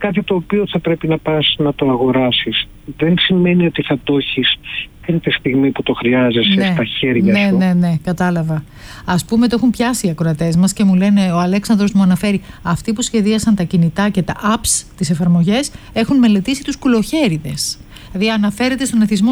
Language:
Greek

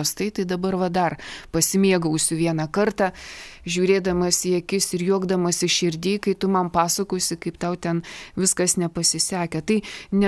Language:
Lithuanian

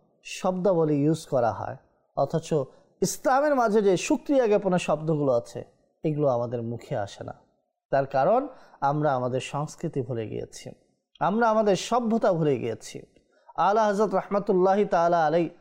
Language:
Bangla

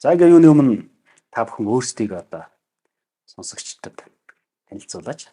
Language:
Mongolian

